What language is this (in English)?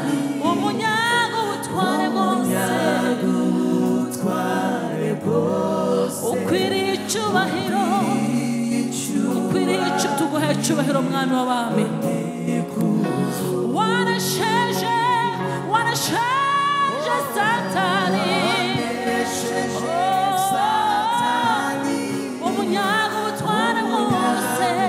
Kinyarwanda